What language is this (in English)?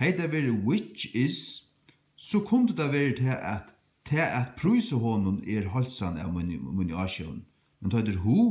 Faroese